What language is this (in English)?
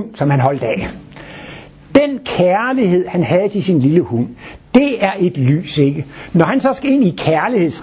Danish